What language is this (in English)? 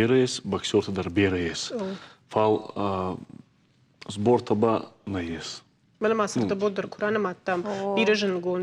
Ossetic